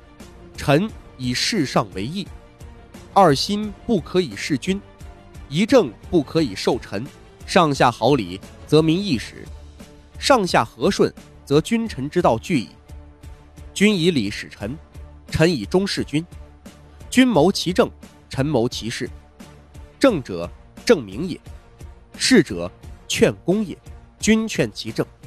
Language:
Chinese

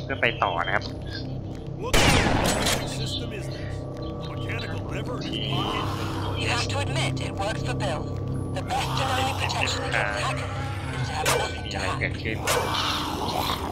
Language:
Thai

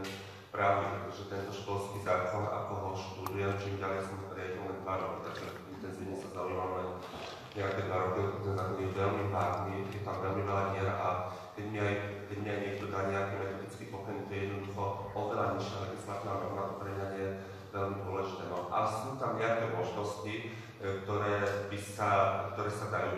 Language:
Slovak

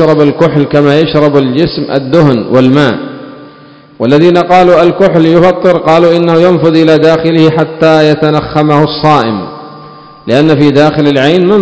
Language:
Arabic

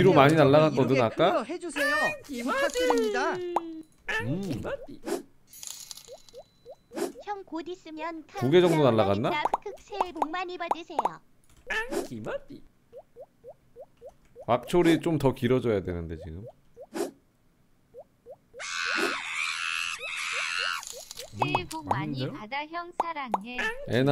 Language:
Korean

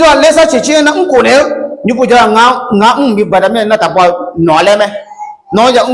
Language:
Akha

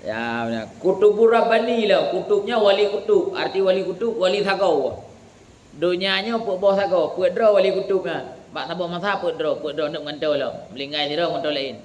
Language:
Achinese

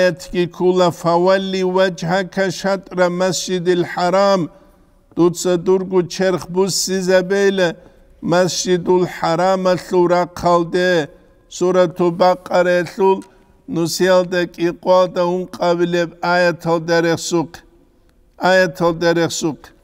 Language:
Avaric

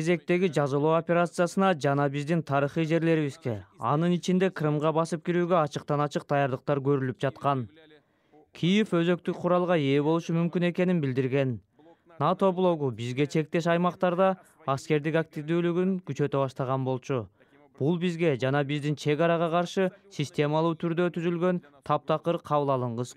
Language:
Kyrgyz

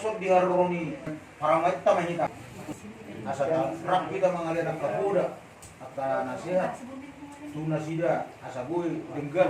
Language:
Batak Toba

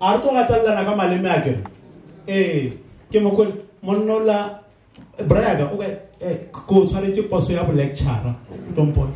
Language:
Northern Sotho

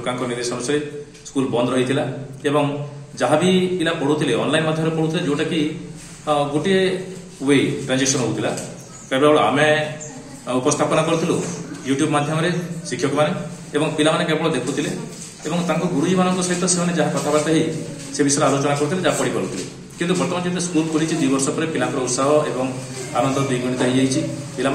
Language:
Odia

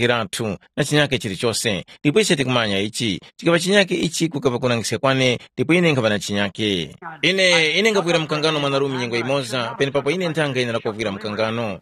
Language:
Tumbuka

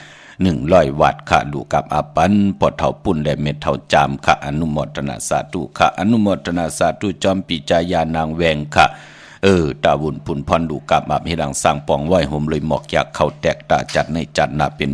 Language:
Shan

